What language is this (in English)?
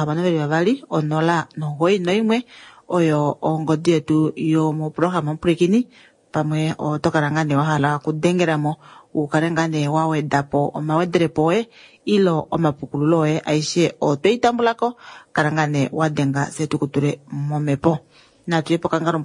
Kuanyama